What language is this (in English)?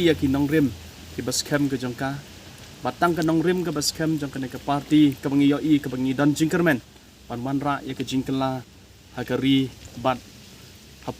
Khasi